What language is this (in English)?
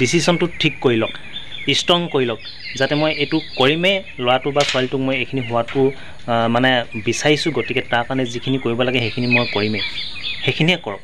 Assamese